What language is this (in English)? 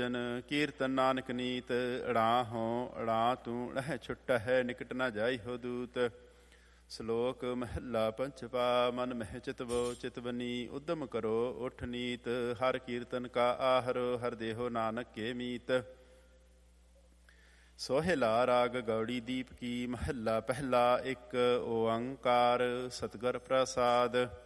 Punjabi